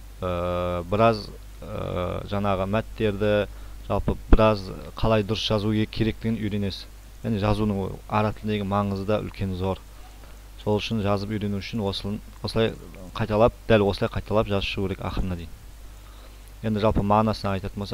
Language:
Kazakh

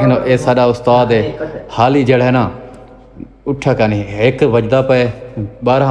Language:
Saraiki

